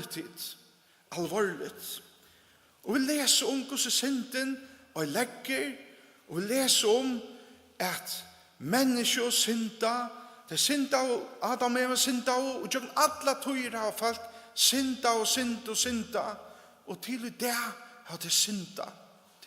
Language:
Faroese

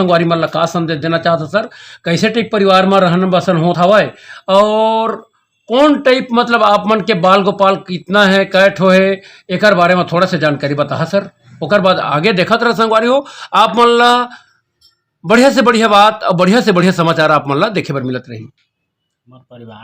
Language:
Chhattisgarhi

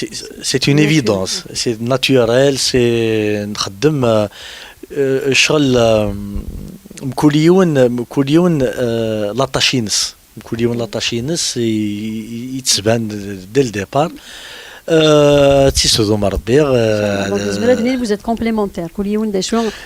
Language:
Kabyle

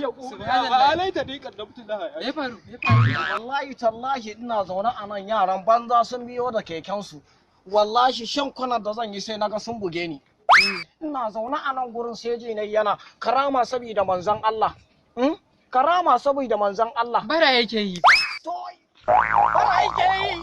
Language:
Hausa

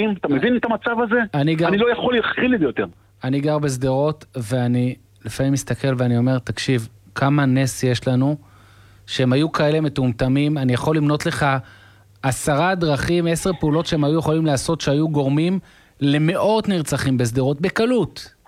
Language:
Hebrew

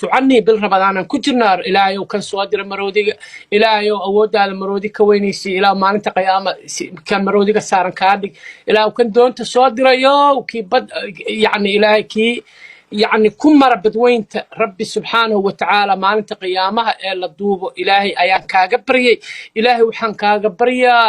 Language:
Somali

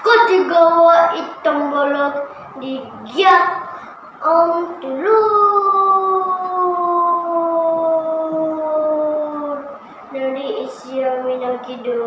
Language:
Central Dusun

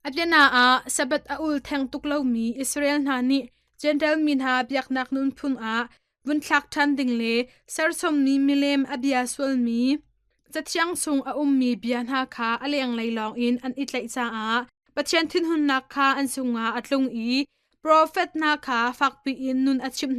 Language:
Hakha Chin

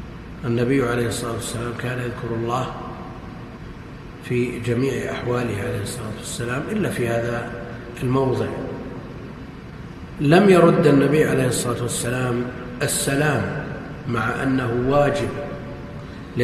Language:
Arabic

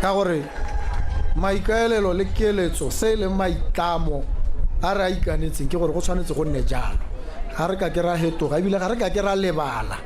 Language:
Tswana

